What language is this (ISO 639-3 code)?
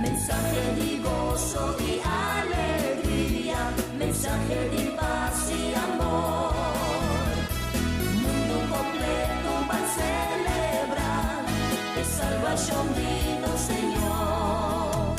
pap